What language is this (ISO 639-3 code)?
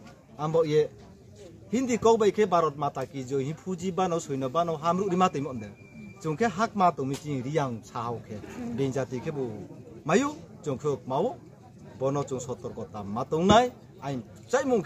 ria